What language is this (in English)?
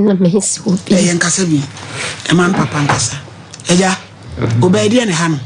Akan